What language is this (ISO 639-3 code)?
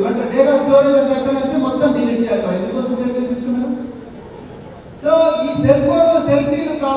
tel